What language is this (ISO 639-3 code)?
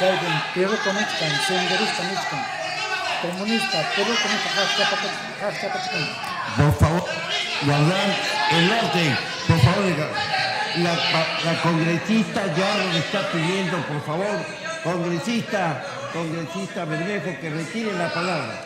quy